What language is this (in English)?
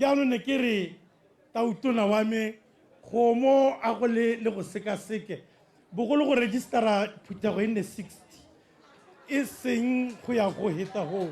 Tswana